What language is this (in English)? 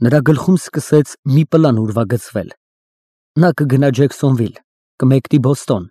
Armenian